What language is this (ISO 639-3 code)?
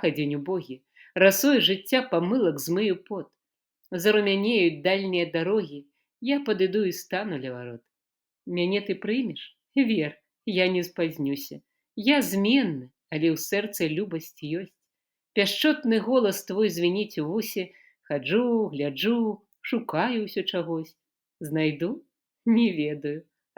bel